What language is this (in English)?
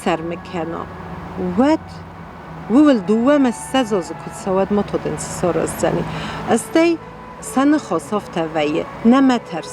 Ossetic